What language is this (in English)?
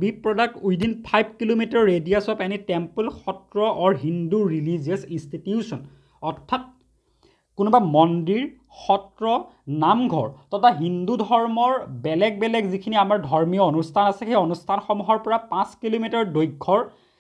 Assamese